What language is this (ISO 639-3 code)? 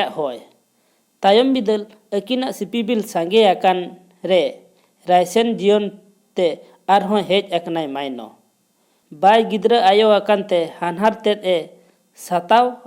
sat